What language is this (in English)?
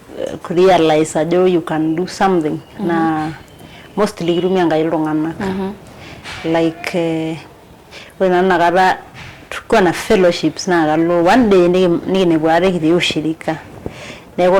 Masai